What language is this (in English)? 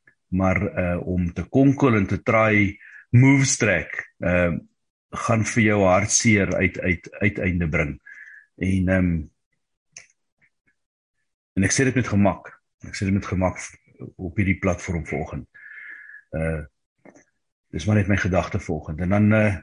Afrikaans